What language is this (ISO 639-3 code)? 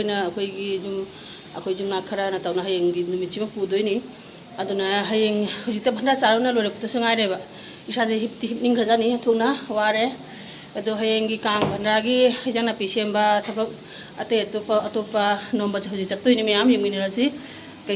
mni